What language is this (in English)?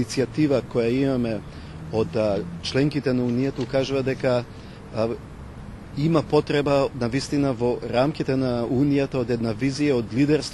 Macedonian